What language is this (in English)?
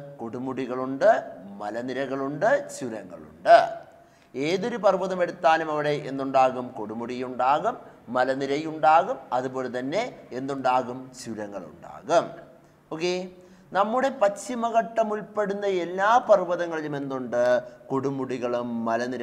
Malayalam